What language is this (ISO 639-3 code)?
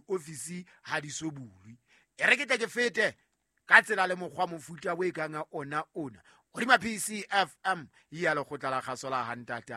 sot